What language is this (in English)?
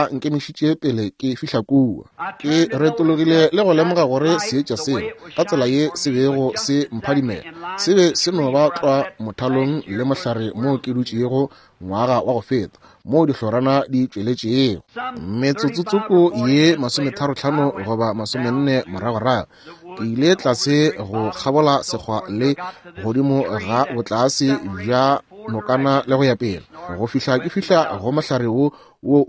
Northern Sotho